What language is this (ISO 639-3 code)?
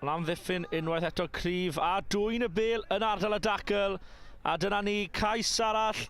cym